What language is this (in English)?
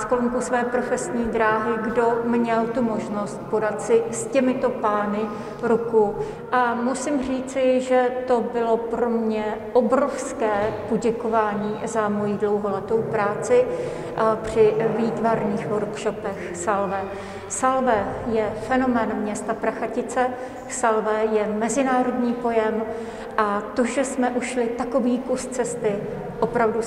Czech